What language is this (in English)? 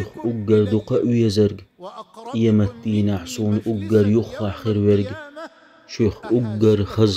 Chechen